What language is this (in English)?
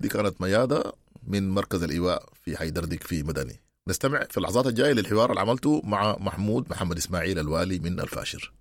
Sudanese Arabic